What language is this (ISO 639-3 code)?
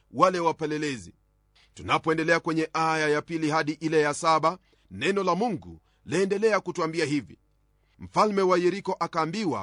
swa